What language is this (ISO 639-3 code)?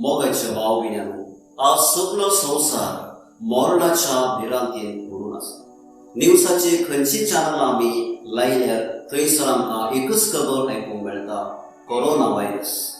kok